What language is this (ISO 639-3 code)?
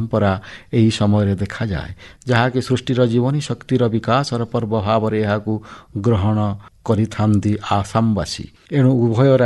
ori